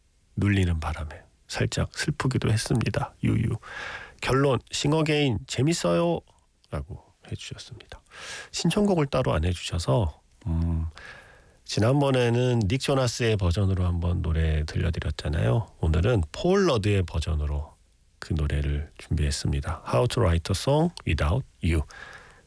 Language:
Korean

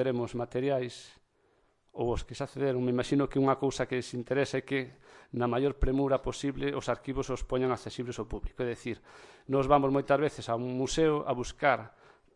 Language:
Galician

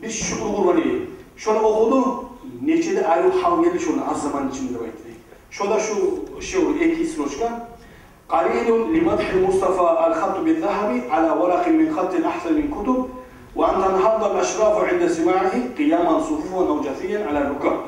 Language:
Kumyk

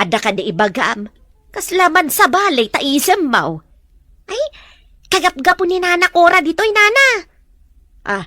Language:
Iloko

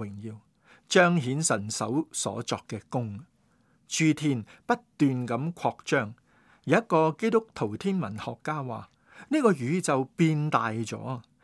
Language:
Cantonese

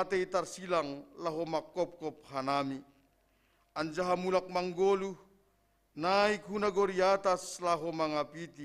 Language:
Batak Simalungun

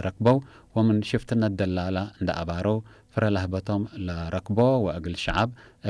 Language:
Tigre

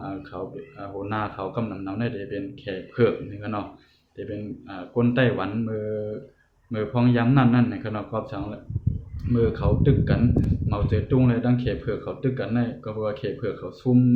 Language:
Shan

